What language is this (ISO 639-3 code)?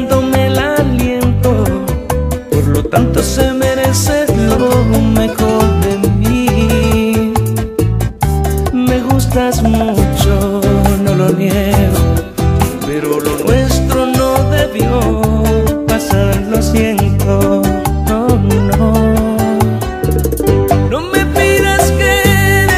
spa